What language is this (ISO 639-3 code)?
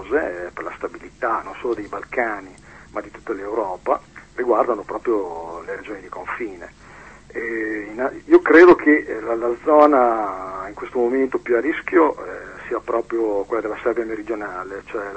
ita